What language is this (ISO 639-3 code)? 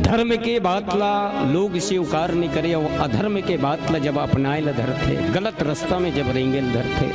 hne